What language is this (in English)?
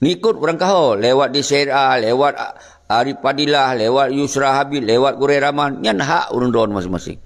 Achinese